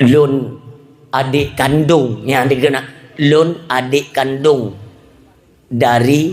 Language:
Achinese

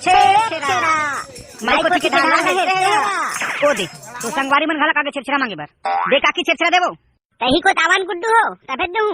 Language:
Chhattisgarhi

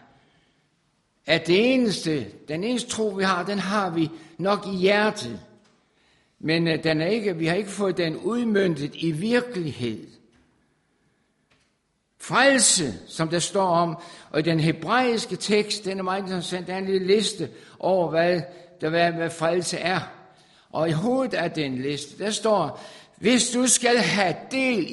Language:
Danish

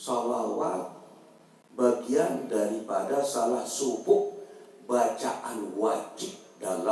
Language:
Sasak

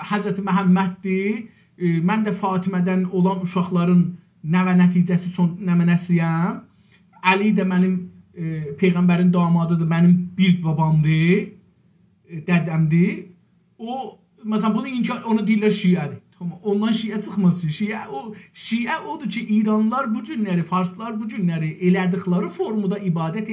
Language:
South Azerbaijani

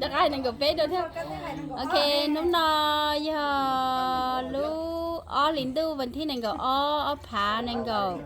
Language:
Hmong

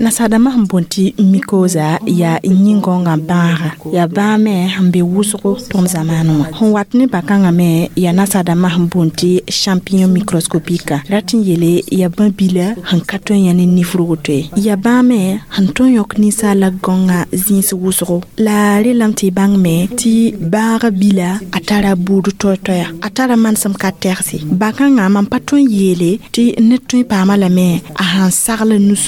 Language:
Mossi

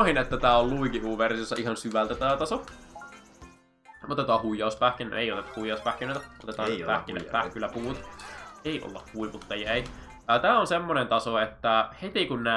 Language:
Finnish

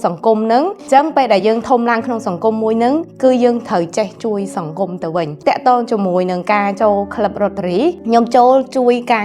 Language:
Khmer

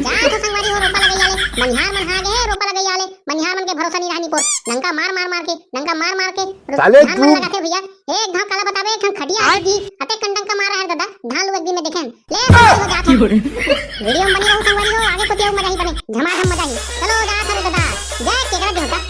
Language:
Chhattisgarhi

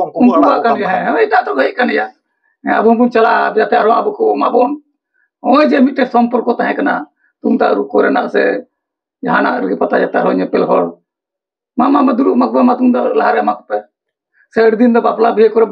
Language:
Santali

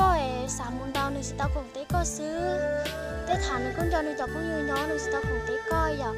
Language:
Hmong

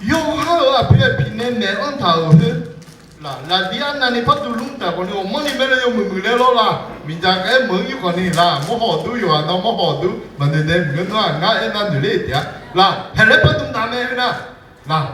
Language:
Akha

